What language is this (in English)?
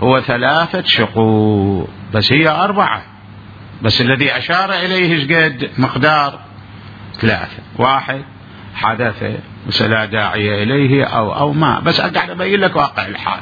Mesopotamian Arabic